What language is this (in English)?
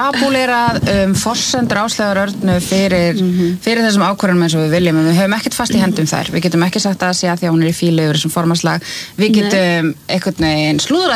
Icelandic